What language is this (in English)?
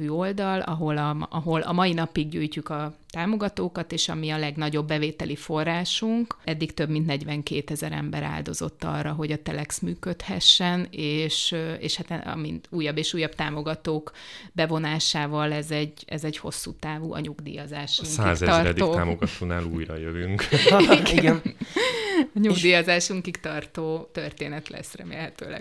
Hungarian